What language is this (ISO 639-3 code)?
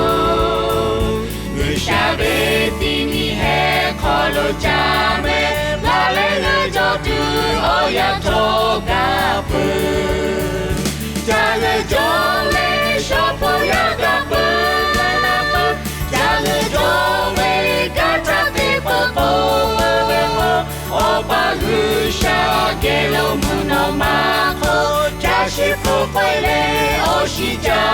lhu